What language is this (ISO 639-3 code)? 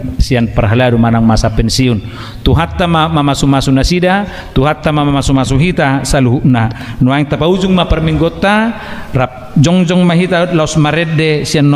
bbc